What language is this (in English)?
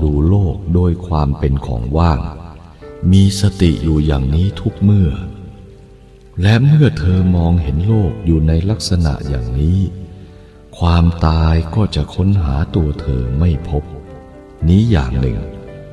Thai